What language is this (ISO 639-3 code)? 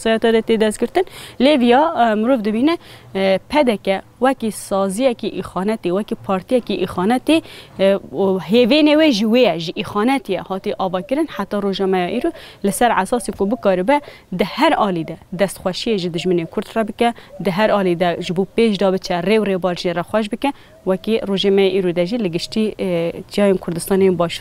kur